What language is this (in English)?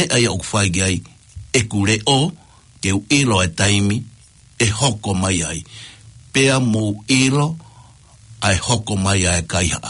Tongan